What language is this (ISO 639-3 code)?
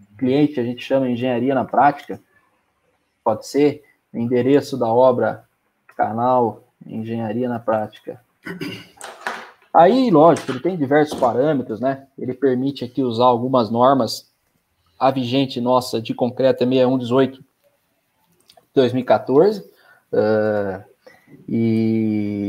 por